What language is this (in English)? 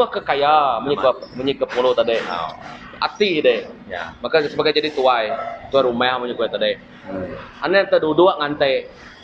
Iban